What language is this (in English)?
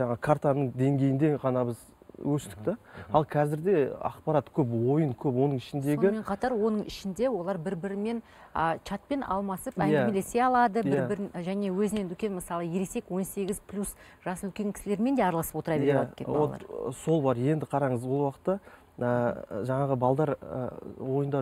Kazakh